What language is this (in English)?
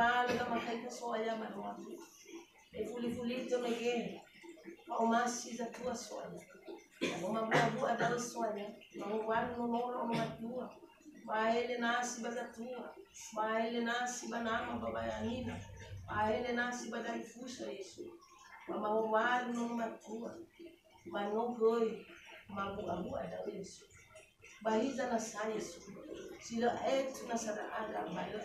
Nias